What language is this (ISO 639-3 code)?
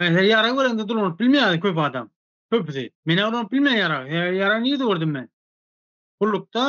tuk